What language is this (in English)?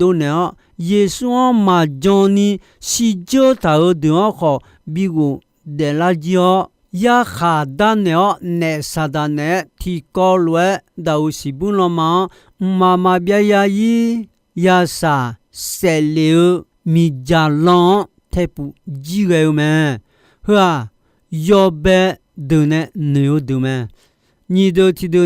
Akha